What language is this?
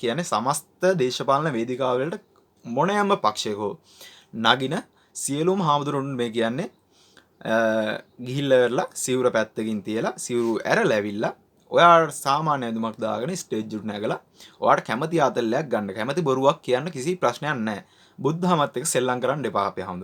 Sinhala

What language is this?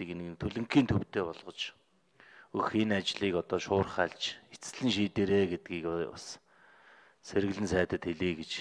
Mongolian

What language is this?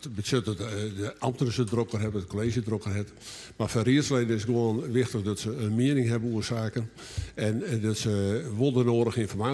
Western Frisian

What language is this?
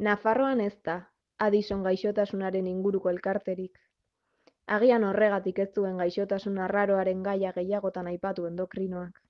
Basque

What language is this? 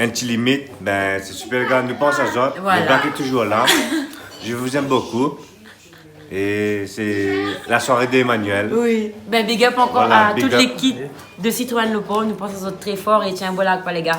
Réunion Creole French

